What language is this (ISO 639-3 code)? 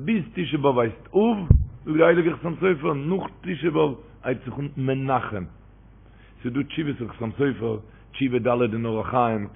yid